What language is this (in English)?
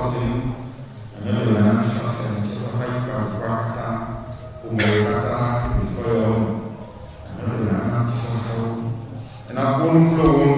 Ewe